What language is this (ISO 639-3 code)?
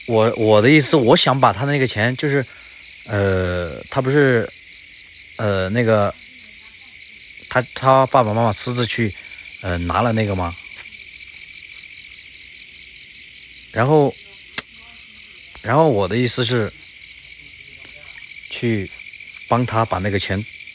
zho